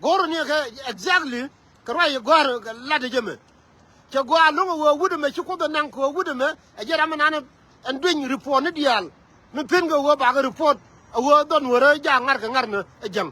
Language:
Nuer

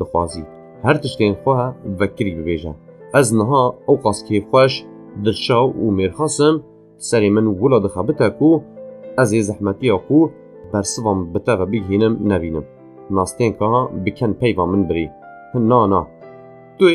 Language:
Kurdish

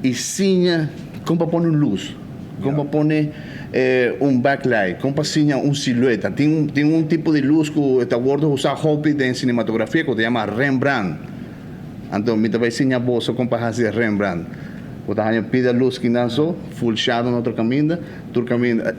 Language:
Papiamento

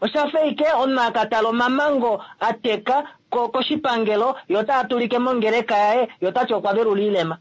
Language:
Kuanyama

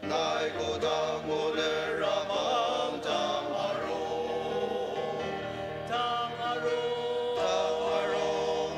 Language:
Ao Naga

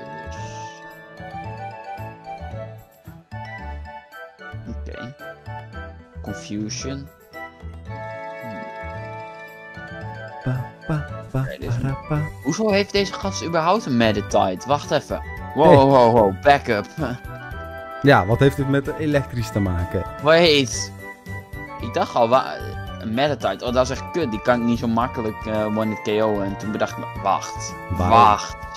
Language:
Dutch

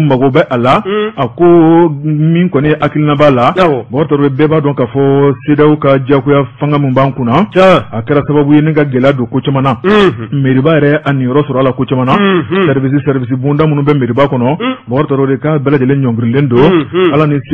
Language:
Bambara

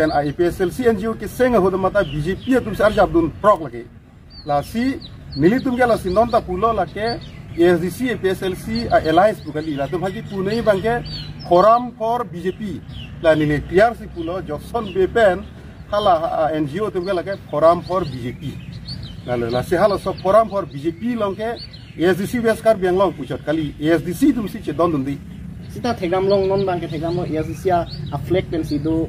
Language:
Karbi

